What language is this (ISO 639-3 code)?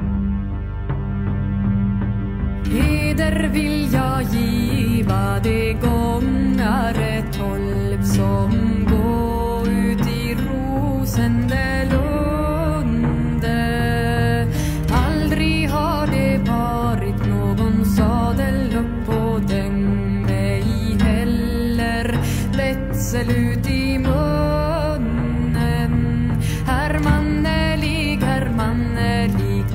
swe